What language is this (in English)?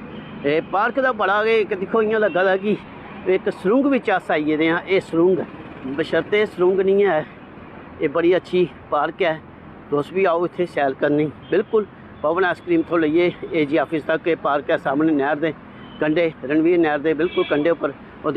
Dogri